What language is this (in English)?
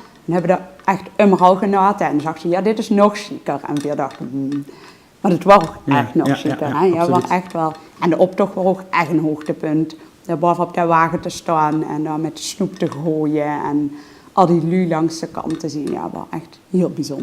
Limburgish